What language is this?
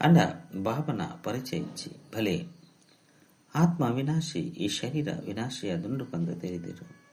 Tulu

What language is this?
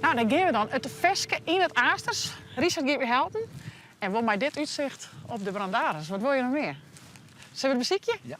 Western Frisian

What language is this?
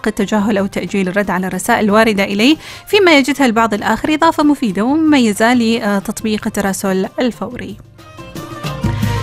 Arabic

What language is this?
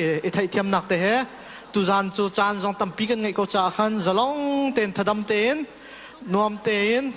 Hakha Chin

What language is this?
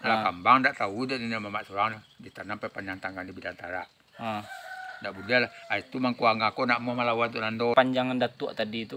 Minangkabau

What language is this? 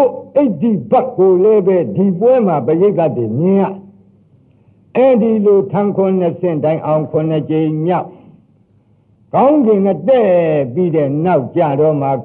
Burmese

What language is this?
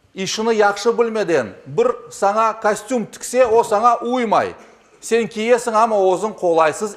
Crimean Tatar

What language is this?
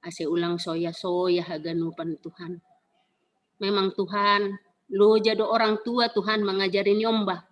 Batak Simalungun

